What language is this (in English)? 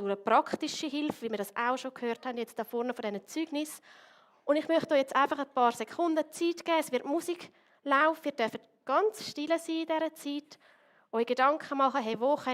Swiss German